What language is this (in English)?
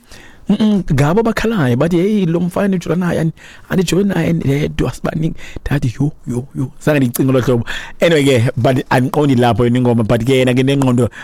Xhosa